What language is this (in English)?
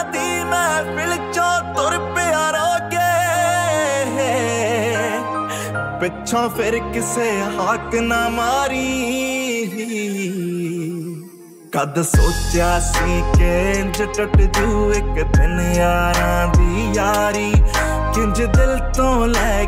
Punjabi